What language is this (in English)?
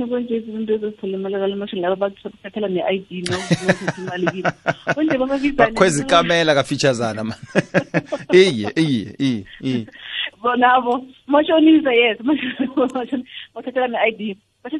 South Ndebele